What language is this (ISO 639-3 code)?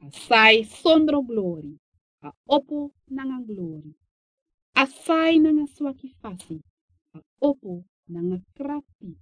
srn